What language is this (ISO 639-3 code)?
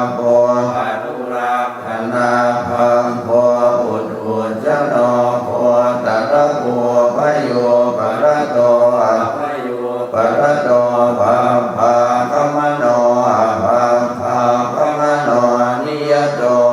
pli